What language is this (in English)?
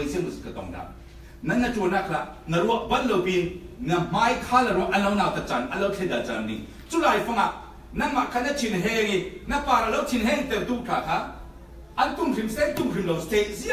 Falam Chin